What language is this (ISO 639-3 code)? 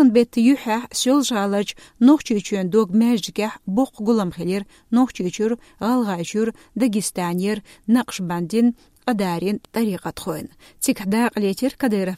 che